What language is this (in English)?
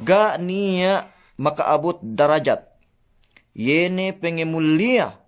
Yakan